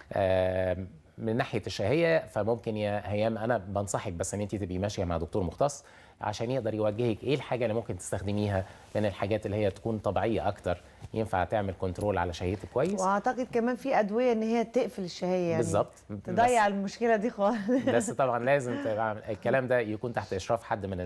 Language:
Egyptian Arabic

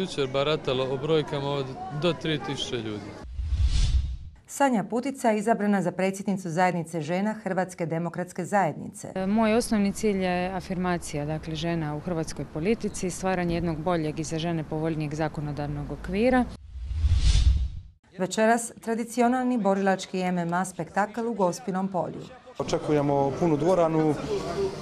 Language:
Croatian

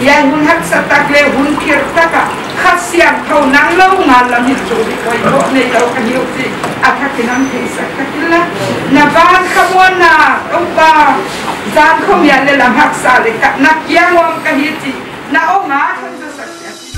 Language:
Paite Chin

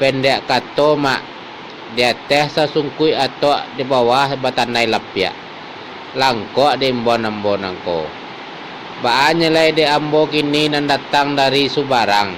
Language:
Minangkabau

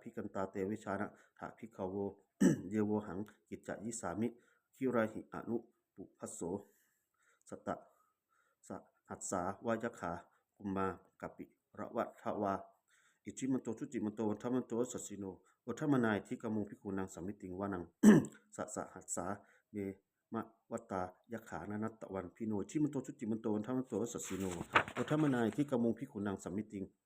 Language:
Pali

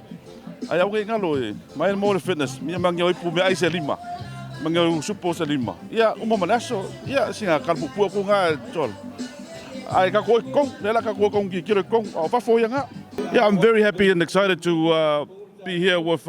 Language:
Samoan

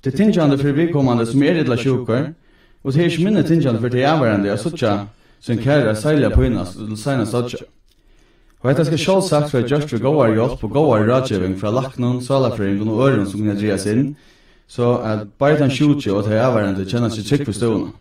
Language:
Faroese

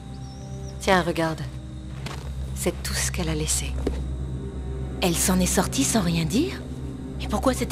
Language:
French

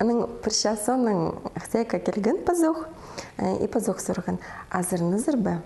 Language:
Khakas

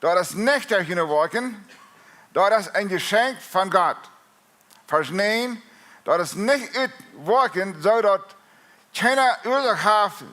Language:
Plautdietsch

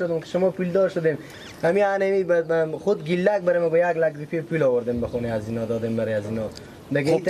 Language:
Persian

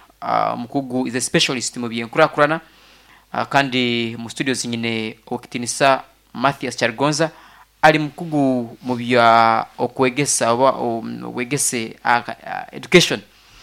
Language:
Nyankole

